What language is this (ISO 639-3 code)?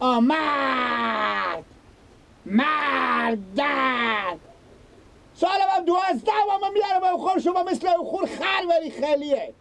fas